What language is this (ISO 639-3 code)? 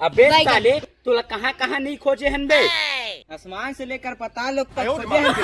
hne